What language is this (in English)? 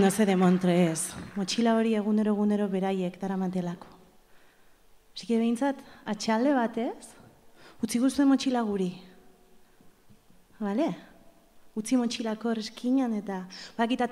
Basque